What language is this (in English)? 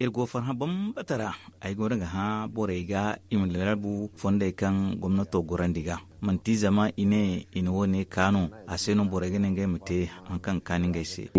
Zarma